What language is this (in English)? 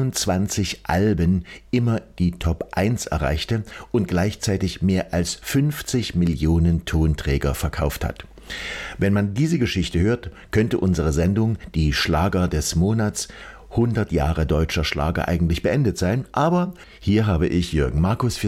German